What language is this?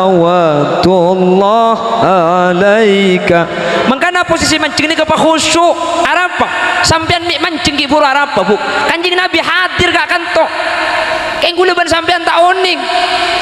Madurese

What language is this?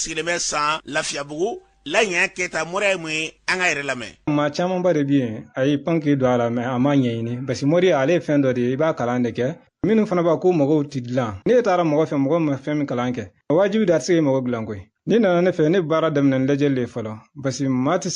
Bambara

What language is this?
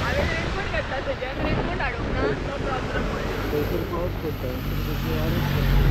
Konkani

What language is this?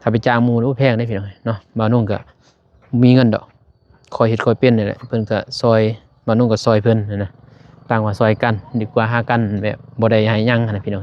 Lao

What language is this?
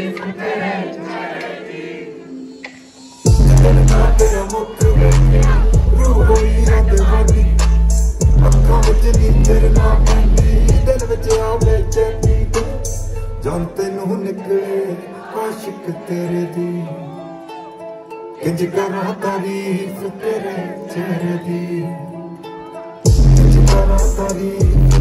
Punjabi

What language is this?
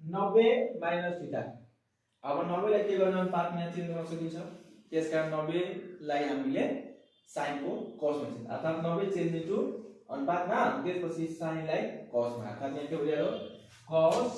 Nepali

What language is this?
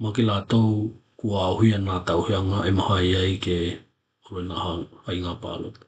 Tokelau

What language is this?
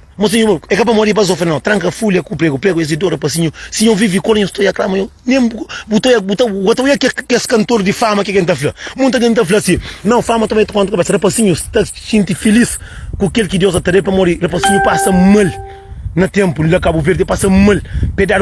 Kabuverdianu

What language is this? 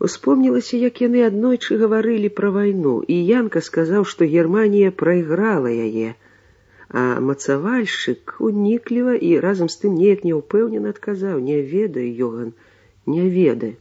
Belarusian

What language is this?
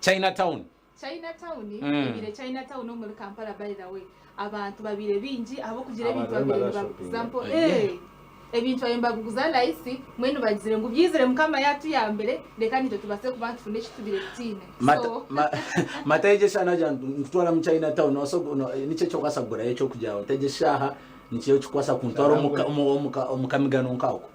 Nyankole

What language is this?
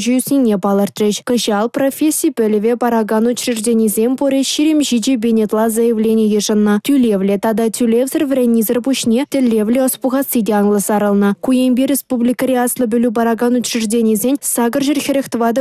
Chuvash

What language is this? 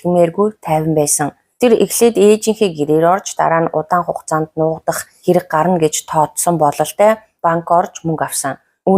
Mongolian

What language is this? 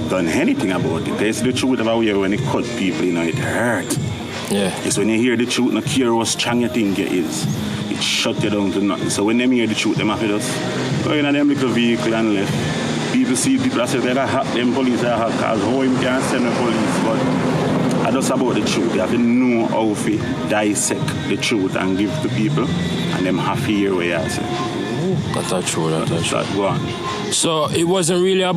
Jamaican Creole English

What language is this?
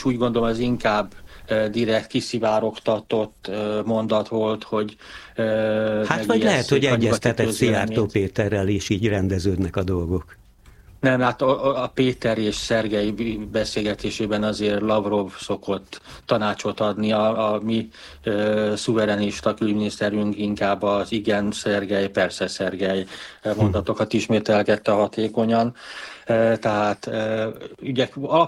Hungarian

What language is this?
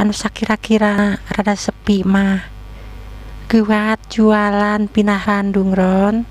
Sundanese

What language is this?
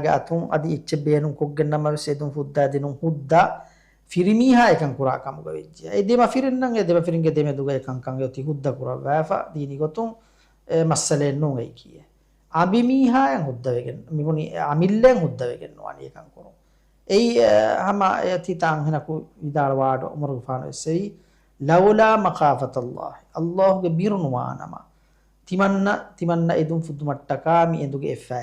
Divehi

